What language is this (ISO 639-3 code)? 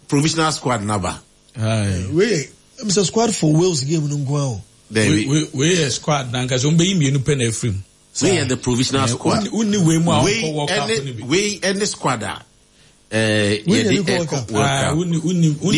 aka